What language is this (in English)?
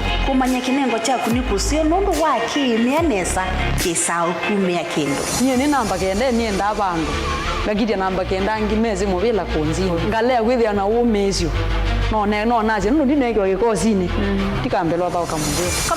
Kamba